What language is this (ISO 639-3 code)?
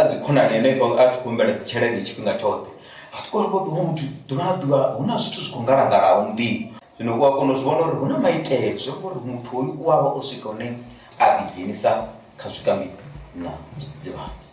ven